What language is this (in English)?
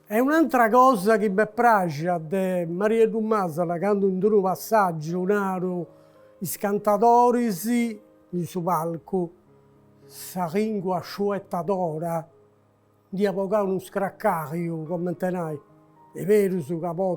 Sardinian